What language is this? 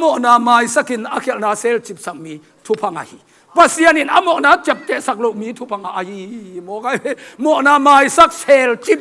Tedim Chin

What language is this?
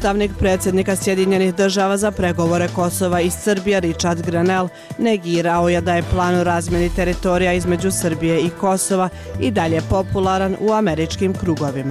Bosnian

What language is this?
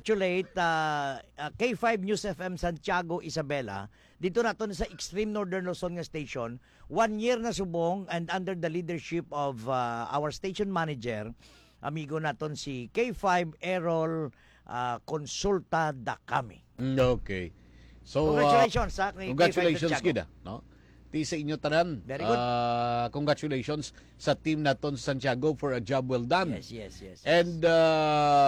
Hiligaynon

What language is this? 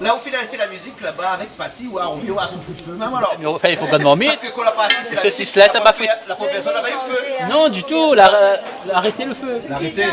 Réunion Creole French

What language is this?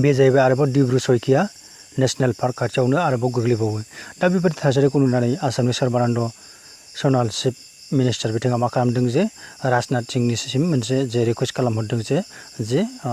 Bodo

